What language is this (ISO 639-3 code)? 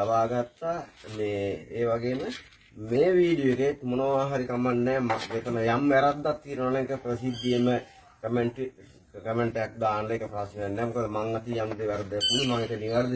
sin